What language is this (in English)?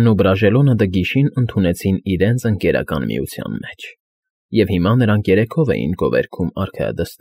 Armenian